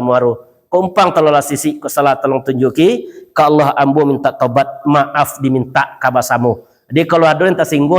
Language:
Minangkabau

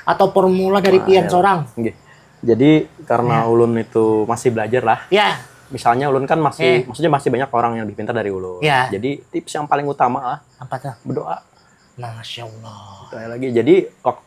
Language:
Banjar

